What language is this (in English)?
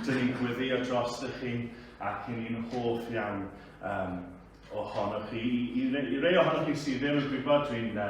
Welsh